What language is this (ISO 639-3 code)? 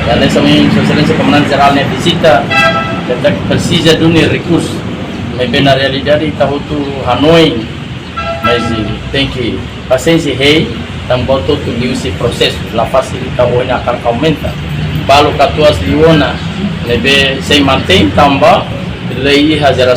tet